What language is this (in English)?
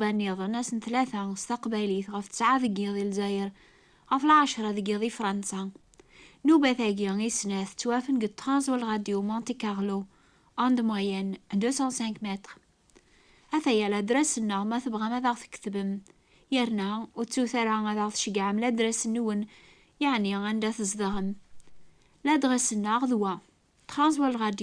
Kabyle